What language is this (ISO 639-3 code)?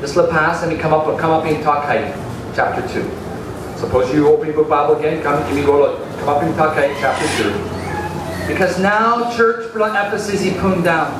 tpi